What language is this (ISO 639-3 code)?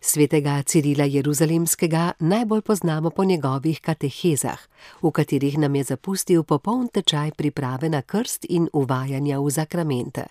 slv